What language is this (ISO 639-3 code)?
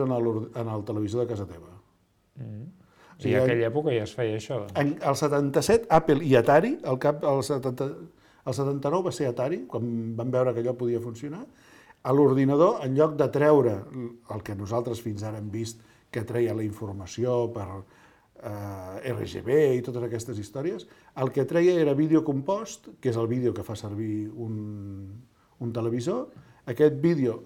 cat